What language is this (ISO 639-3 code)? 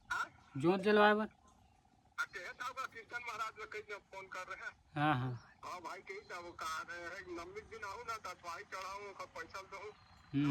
hne